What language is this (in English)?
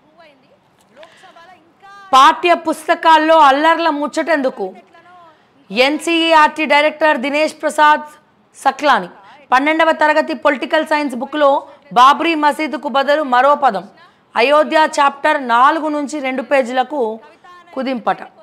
Telugu